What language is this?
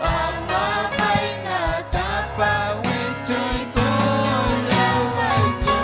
Ayacucho Quechua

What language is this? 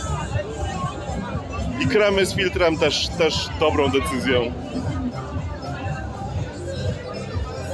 Polish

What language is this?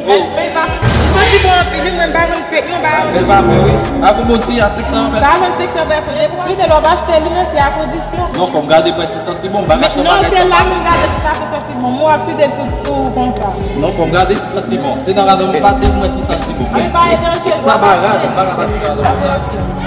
Haitian Creole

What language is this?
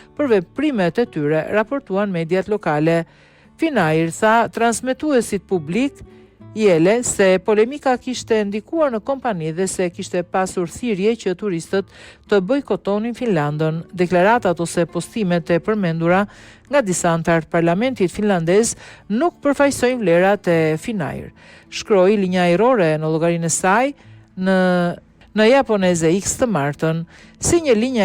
Albanian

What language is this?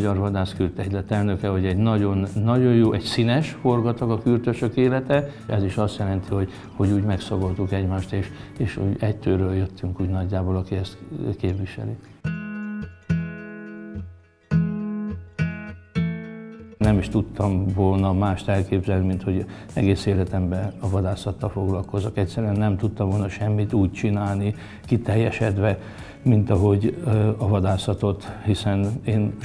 Hungarian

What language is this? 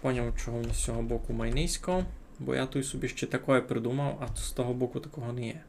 Rusyn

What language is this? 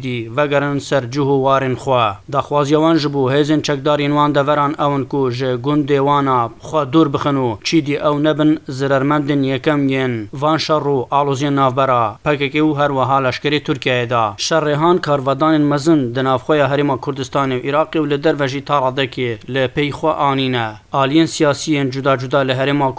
Kurdish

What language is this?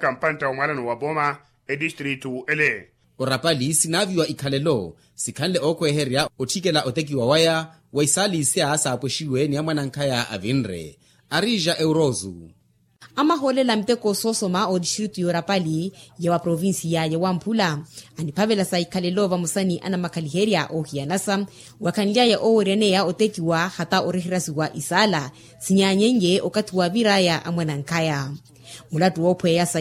Makhuwa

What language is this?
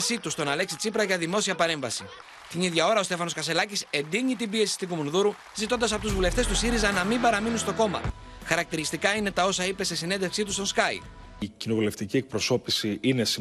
Greek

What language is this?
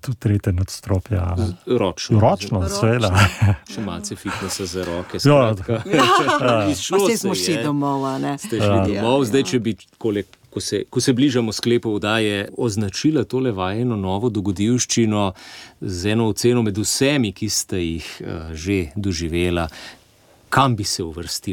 Slovenian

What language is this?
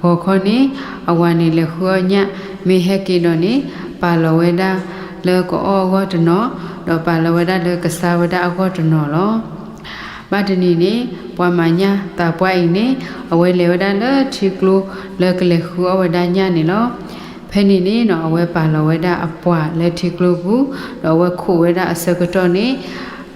S'gaw Karen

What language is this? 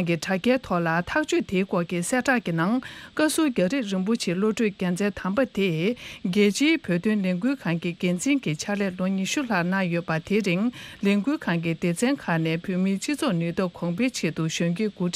Tibetan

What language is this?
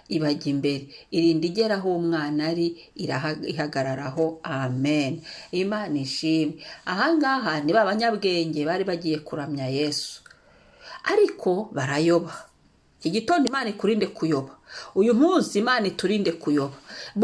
Kinyarwanda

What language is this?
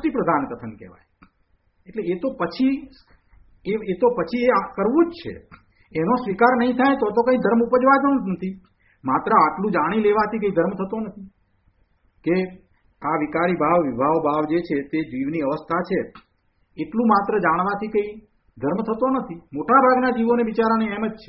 Gujarati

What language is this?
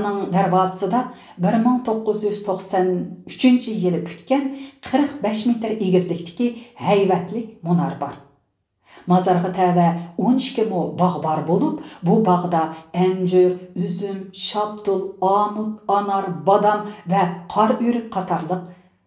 Uyghur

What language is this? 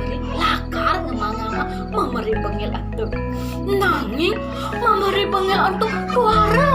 Balinese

